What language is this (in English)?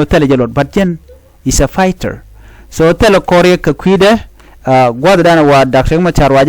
Nuer